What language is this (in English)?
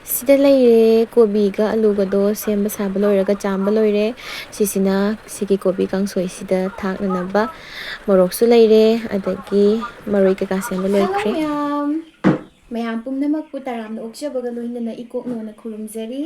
Manipuri